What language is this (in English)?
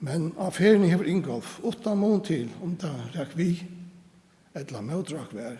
Faroese